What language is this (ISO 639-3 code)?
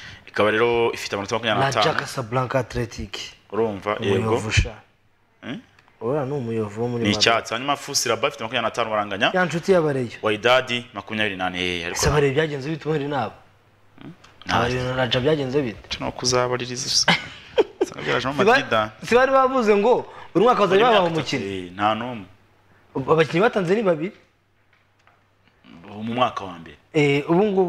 kin